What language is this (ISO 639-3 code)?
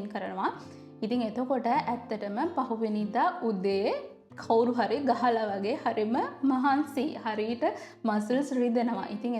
sin